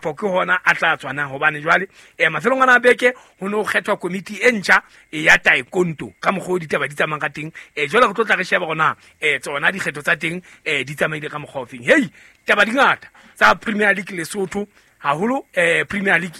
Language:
Southern Sotho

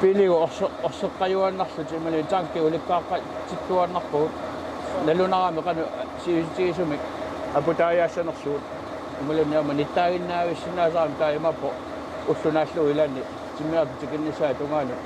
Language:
Kalaallisut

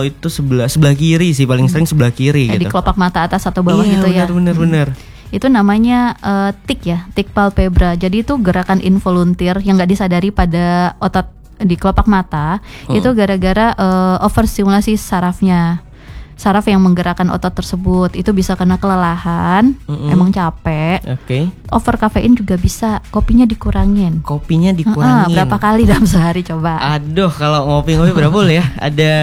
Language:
Indonesian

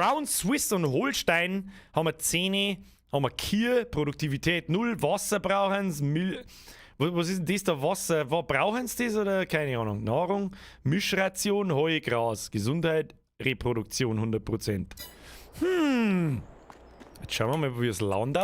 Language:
Bavarian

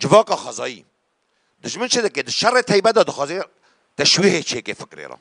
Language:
Kurdish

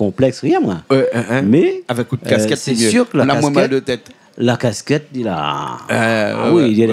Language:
Réunion Creole French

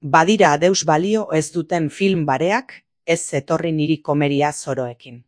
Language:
Basque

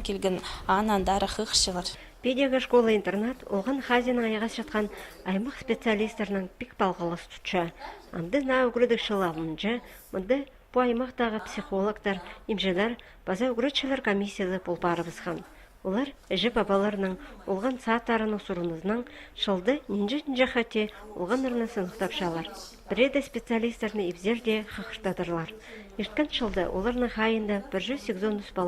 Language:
Khakas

